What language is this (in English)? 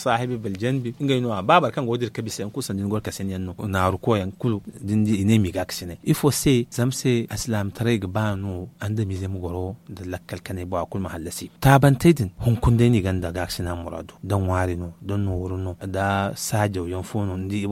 Zarma